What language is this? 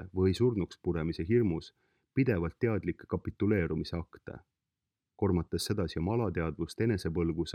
Estonian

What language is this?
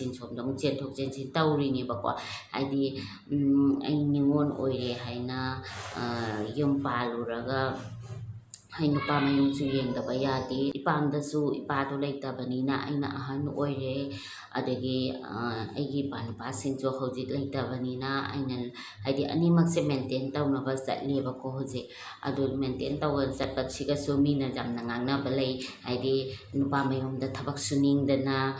Manipuri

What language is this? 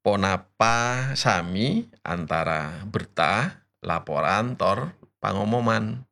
Madurese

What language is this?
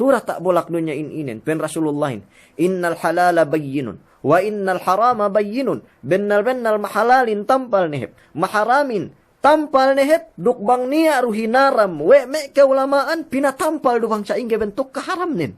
Yakan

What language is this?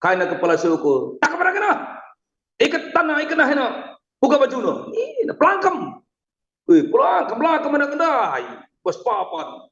Batak Karo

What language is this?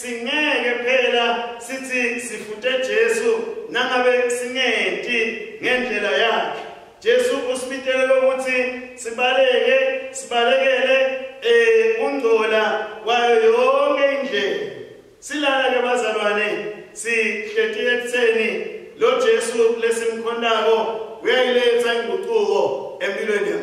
Swati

